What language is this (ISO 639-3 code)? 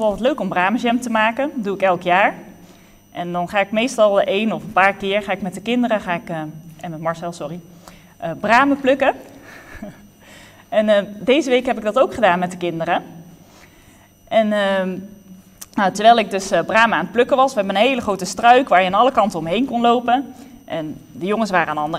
nld